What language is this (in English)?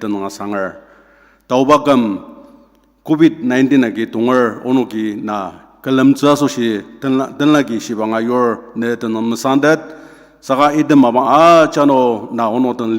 Ao Naga